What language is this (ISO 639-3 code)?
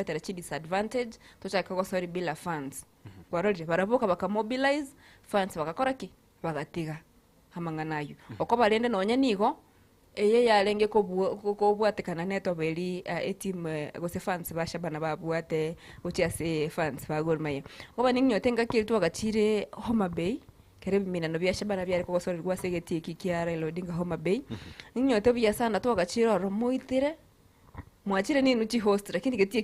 guz